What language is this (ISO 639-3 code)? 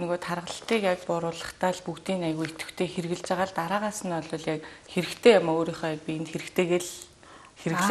mon